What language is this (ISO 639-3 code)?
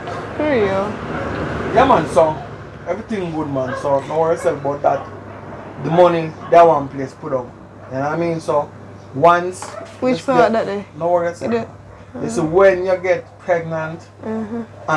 jam